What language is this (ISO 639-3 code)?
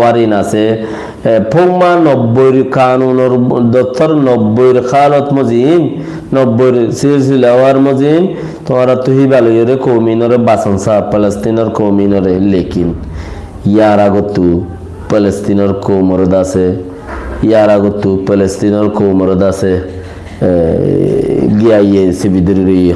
rhg